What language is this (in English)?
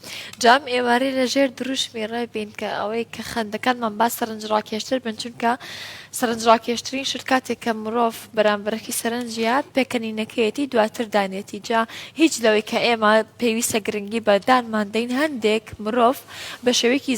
Central Kurdish